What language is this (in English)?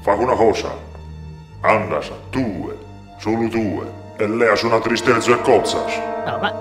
Sardinian